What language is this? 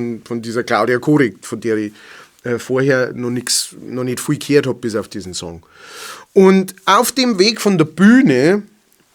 Bavarian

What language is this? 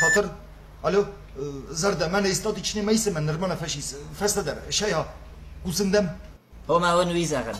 Ossetic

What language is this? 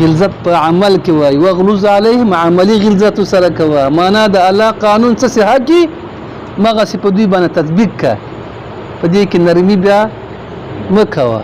Pashto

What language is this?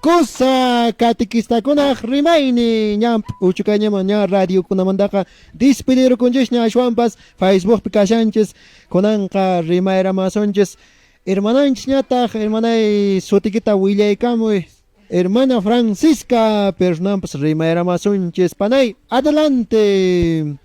Quechua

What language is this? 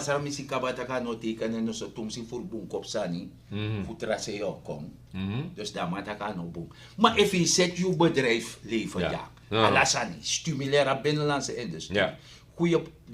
Sranan Tongo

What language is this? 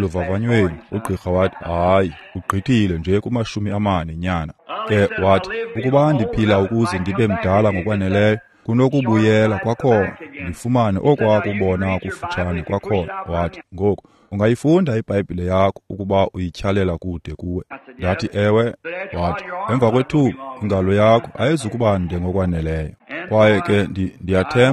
Xhosa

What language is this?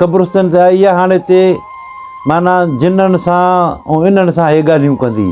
Sindhi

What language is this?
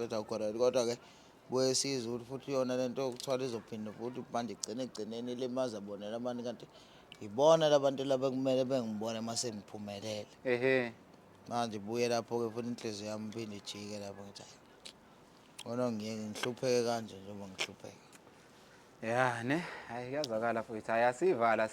Zulu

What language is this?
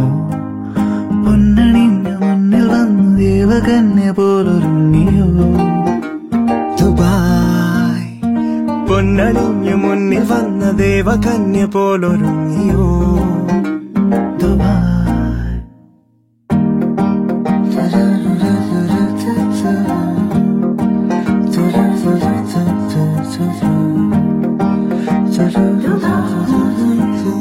Malayalam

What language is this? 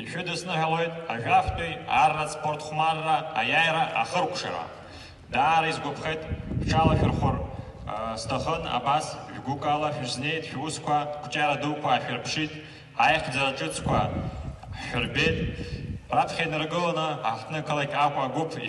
Abkhazian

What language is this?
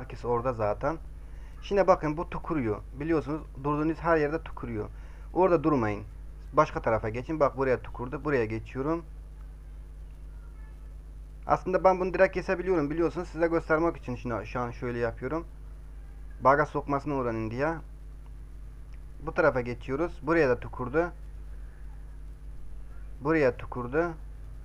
Turkish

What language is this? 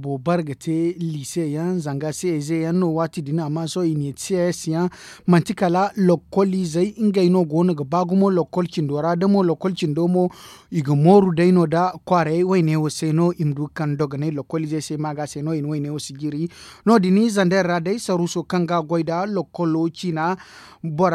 Zarma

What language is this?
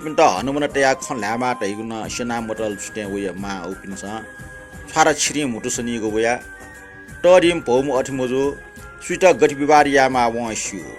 Newari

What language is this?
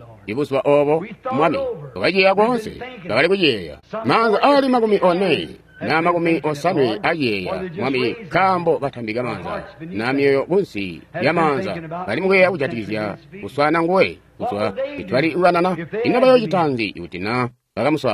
Tonga (Zambia)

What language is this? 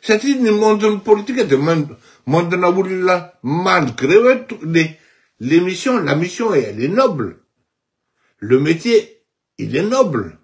Malagasy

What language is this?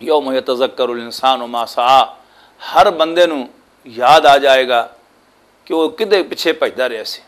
Western Panjabi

